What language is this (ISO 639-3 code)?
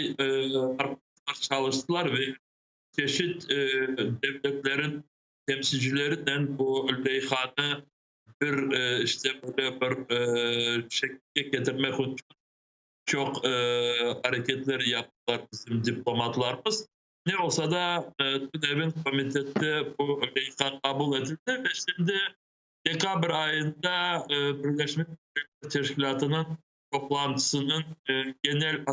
crh